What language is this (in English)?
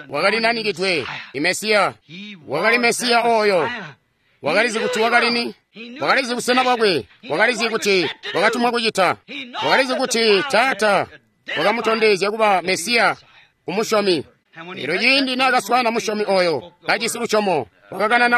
Tonga (Zambia)